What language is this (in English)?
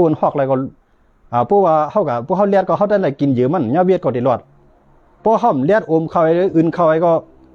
Shan